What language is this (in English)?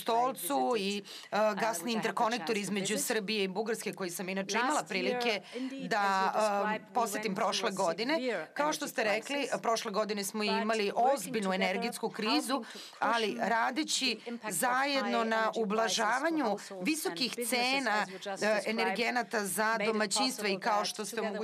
Serbian